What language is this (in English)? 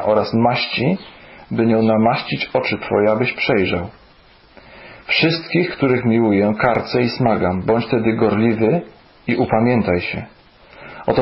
Polish